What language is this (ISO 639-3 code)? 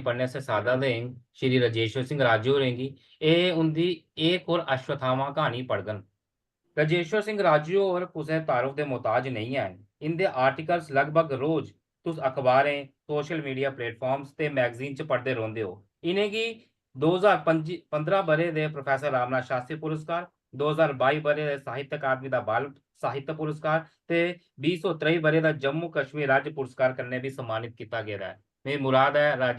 doi